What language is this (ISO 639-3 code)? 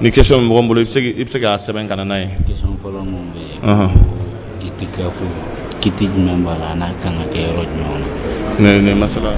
dyu